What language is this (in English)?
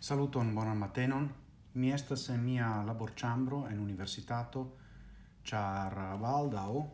Esperanto